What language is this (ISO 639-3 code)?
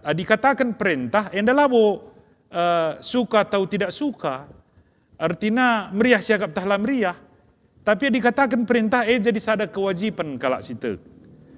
btx